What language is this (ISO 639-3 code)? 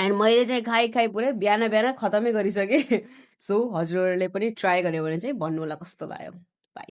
nep